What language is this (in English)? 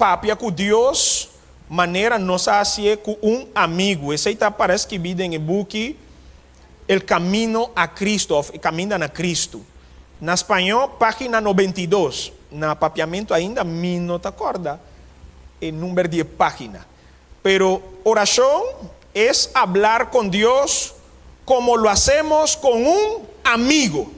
Papiamento